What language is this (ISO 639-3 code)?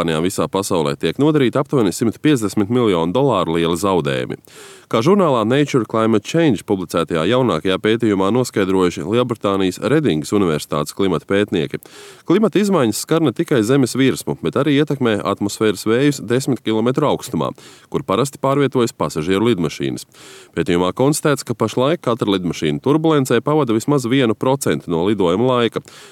lav